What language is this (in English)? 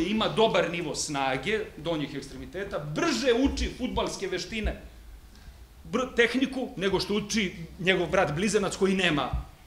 Serbian